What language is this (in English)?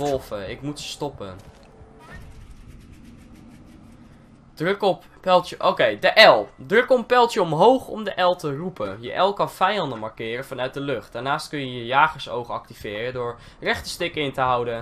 Dutch